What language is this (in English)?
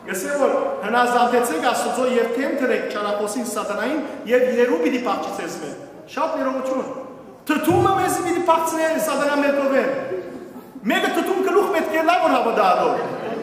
Western Armenian